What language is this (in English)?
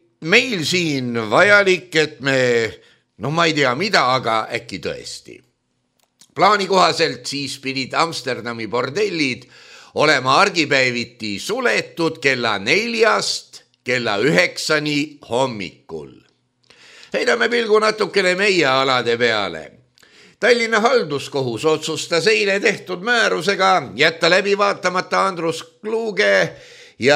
Estonian